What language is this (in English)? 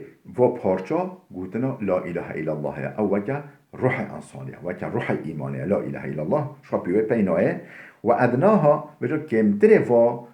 Kurdish